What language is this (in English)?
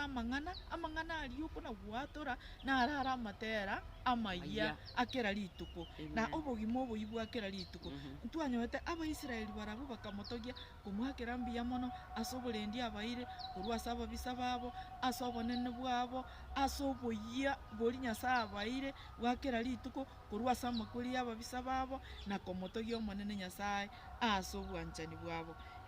Gusii